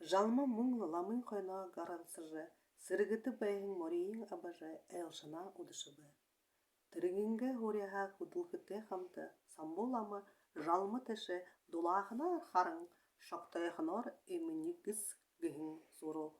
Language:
Buriat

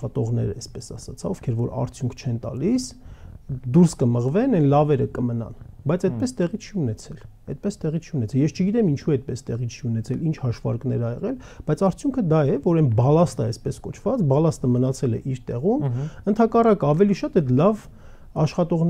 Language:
Armenian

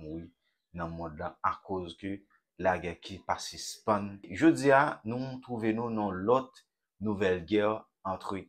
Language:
Haitian Creole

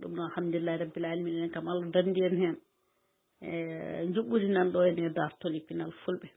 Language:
Fula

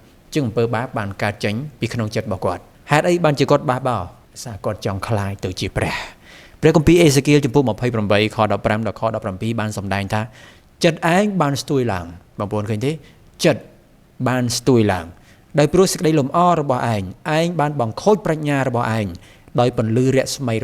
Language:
Khmer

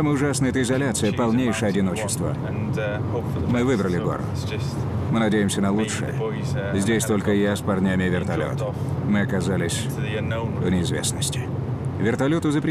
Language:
Russian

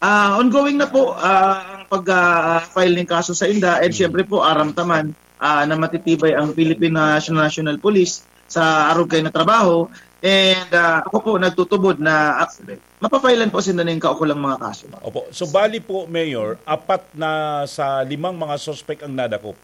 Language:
Bikol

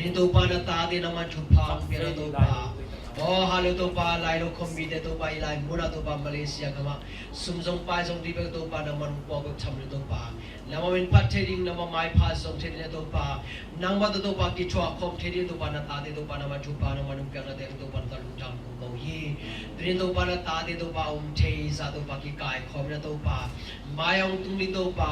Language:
Tedim Chin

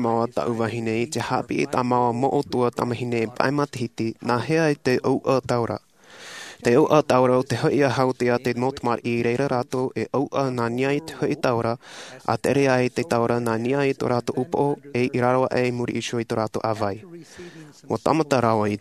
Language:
Tahitian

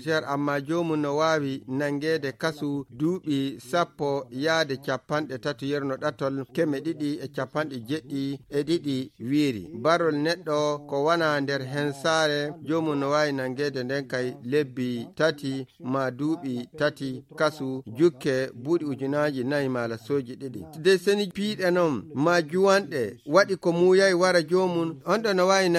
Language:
Nigerian Fulfulde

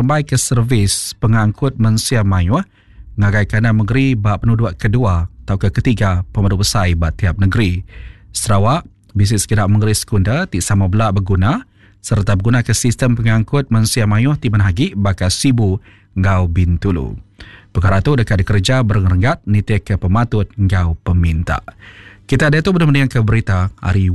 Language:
Iban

